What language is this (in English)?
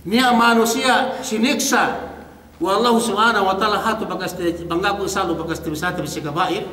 Yakan